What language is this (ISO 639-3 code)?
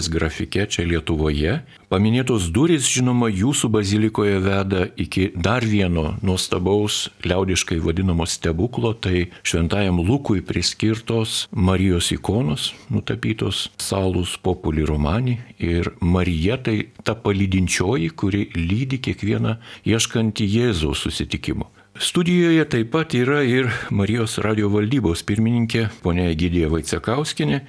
lit